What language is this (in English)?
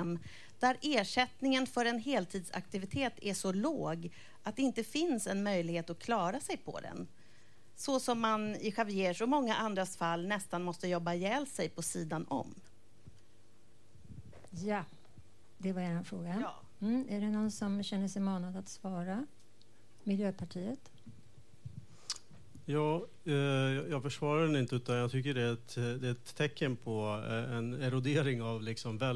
Swedish